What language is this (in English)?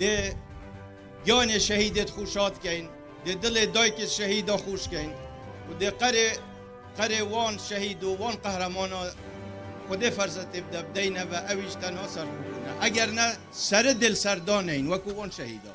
Kurdish